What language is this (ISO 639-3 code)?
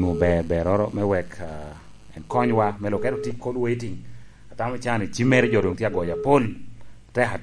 laj